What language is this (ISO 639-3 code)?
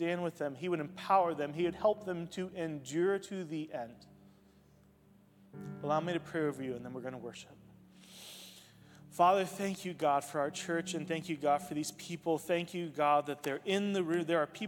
eng